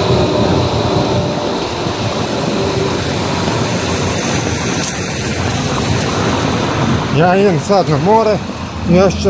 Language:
Croatian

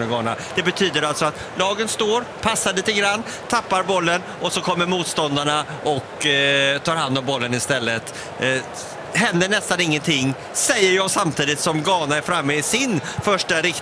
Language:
Swedish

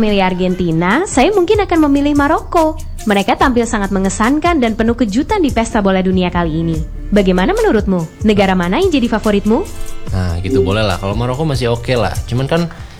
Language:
Indonesian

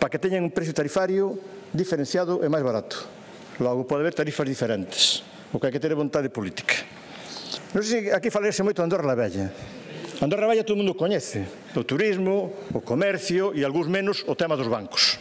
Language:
Galician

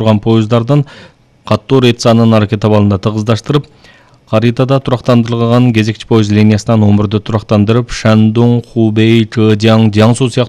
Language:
Kyrgyz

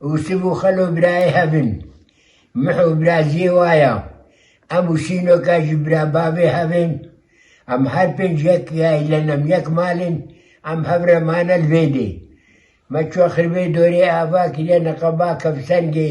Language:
Kurdish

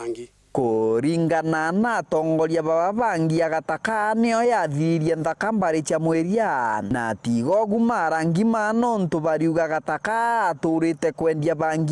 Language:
Meru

